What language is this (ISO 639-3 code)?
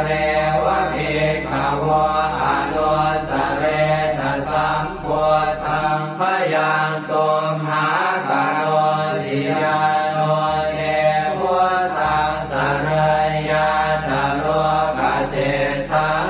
pli